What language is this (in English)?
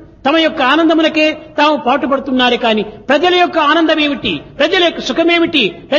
Telugu